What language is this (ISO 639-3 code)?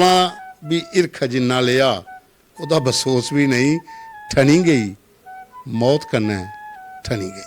doi